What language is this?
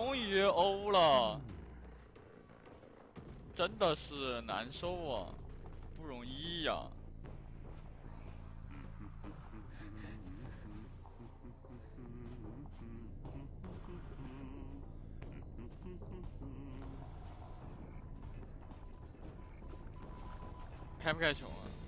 Chinese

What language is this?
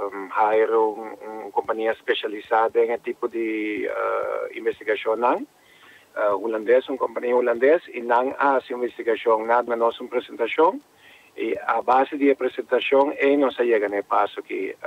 Papiamento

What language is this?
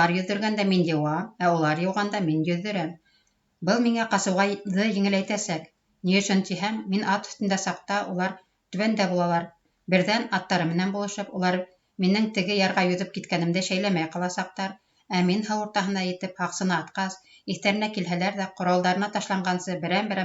Bashkir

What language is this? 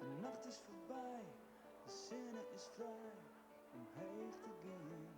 Western Frisian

